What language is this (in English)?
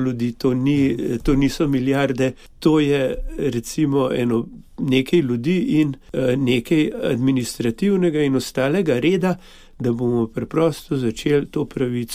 Slovenian